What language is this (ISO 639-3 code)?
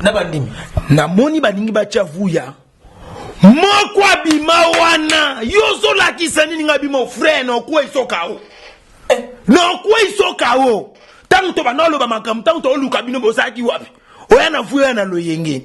lin